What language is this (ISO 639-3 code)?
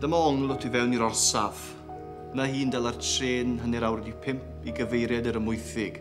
cym